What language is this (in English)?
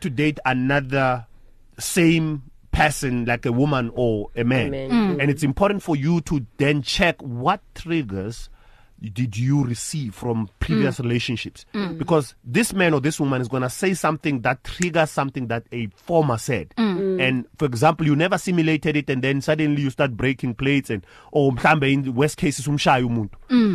English